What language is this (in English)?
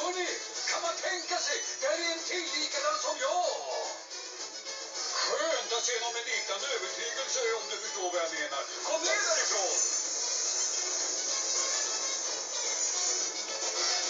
Swedish